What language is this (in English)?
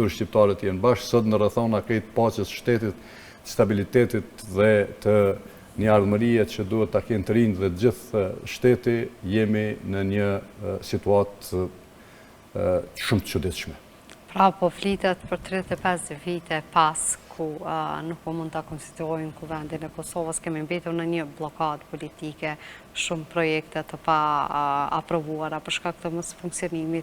Albanian